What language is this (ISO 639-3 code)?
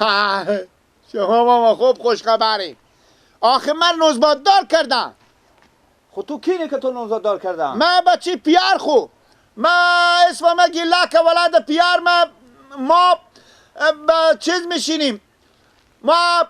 fas